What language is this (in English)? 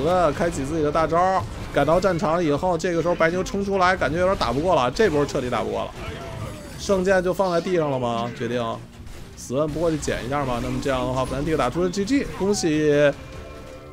Chinese